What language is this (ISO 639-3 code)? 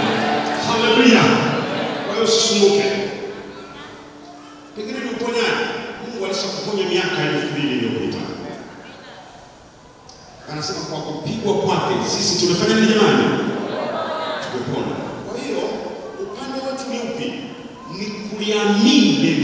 swa